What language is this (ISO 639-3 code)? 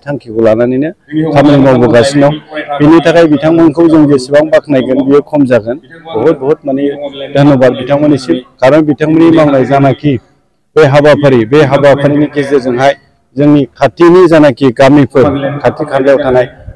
brx